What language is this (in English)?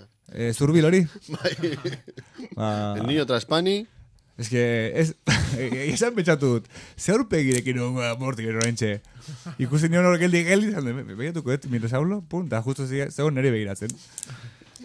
Basque